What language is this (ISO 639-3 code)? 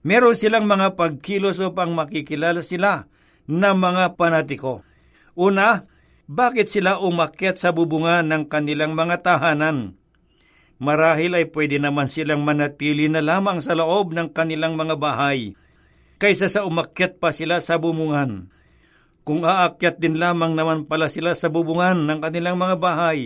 fil